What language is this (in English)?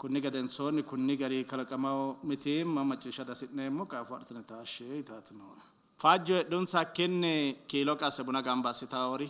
Sidamo